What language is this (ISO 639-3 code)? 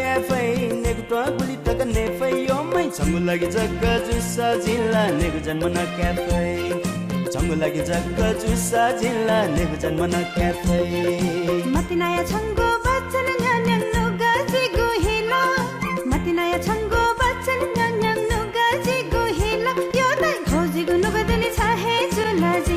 new